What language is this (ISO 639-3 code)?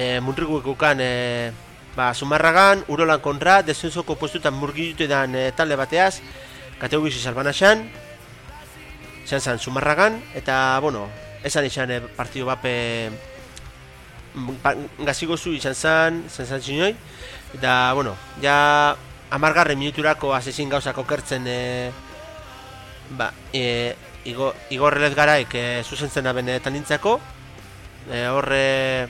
eus